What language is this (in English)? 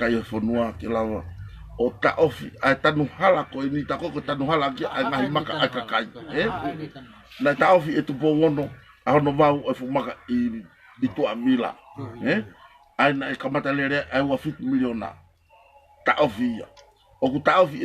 Tongan